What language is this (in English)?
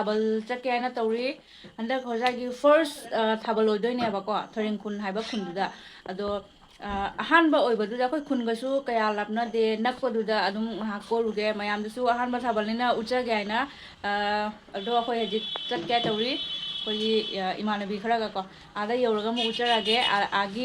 Manipuri